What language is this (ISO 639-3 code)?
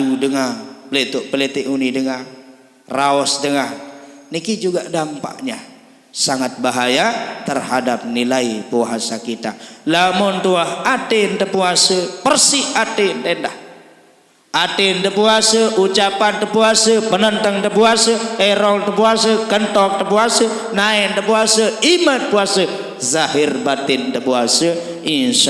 sas